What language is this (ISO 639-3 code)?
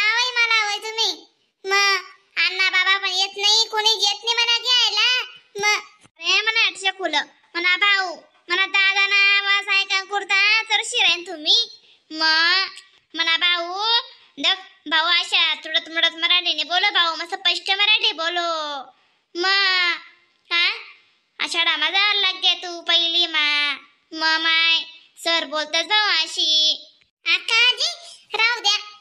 khn